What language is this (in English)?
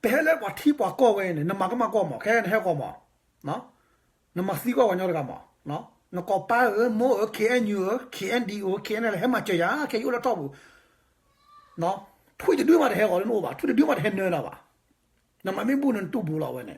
S'gaw Karen